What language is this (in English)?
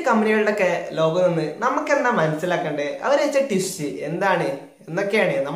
Malayalam